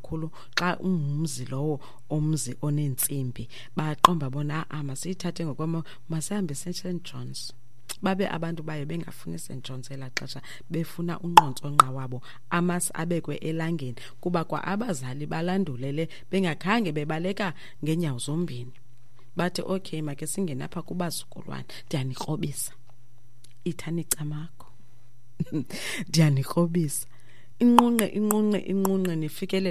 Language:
Xhosa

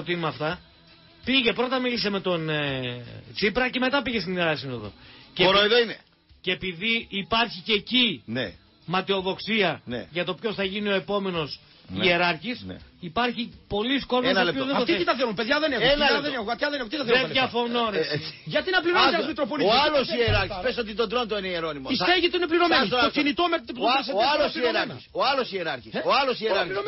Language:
Greek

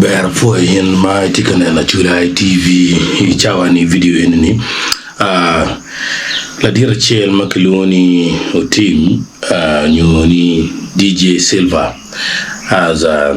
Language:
Acoli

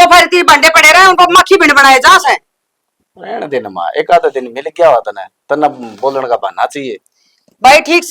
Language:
Haryanvi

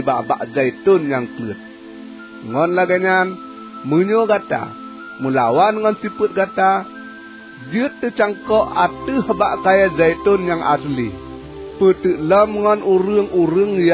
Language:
Achinese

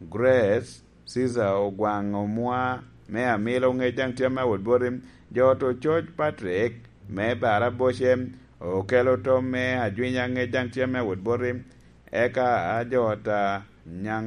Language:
Lango (Uganda)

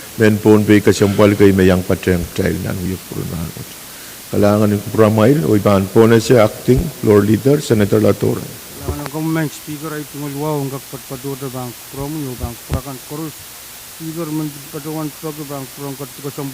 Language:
Pohnpeian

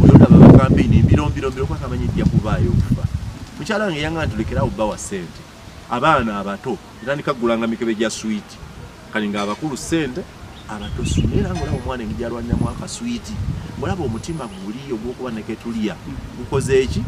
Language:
Ganda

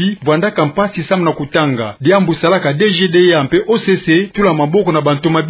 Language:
Kituba (Democratic Republic of Congo)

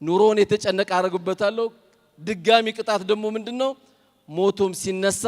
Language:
Amharic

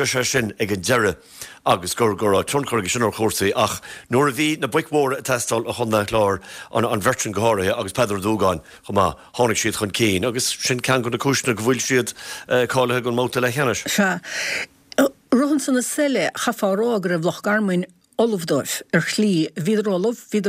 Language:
Irish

